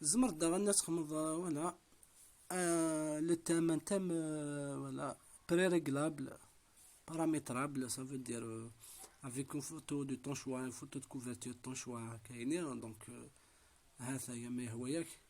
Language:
Kabyle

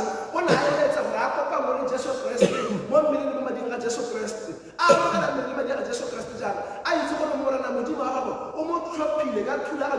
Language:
Tswana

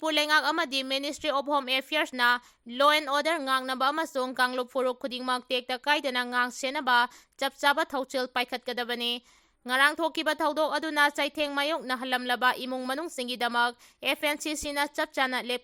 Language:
Manipuri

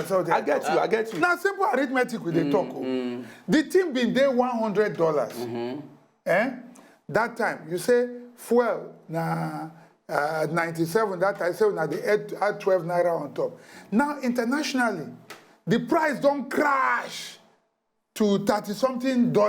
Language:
Nigerian Pidgin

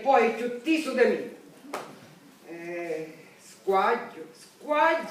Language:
Sicilian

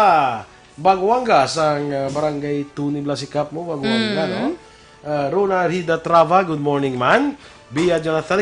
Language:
Hiligaynon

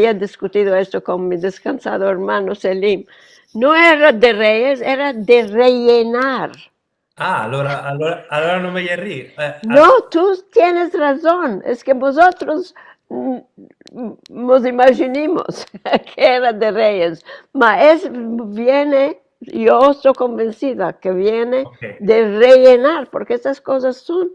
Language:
Ladino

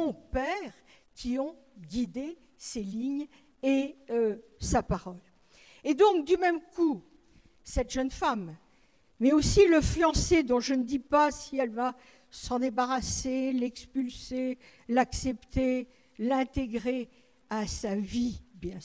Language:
French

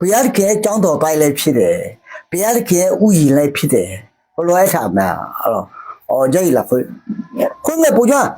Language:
Akha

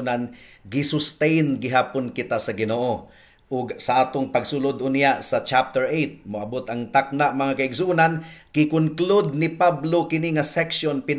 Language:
Cebuano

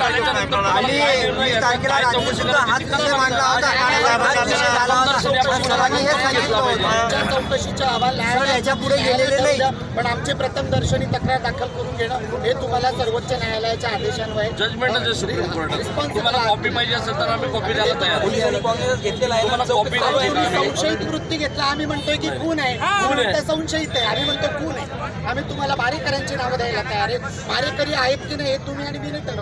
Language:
Marathi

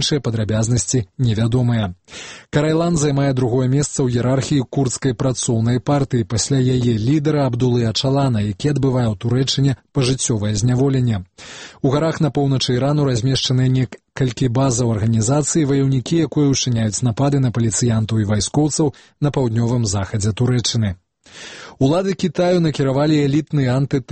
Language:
Belarusian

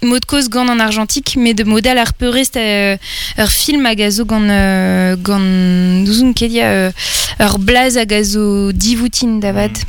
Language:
Breton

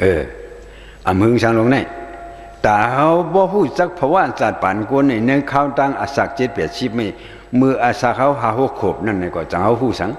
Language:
Shan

